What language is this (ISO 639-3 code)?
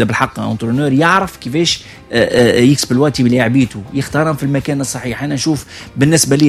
aeb